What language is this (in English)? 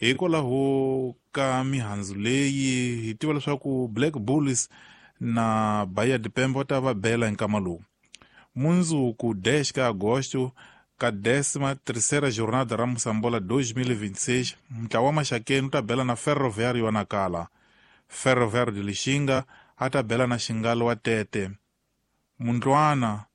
Tsonga